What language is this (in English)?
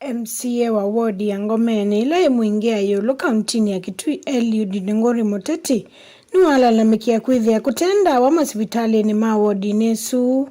Kamba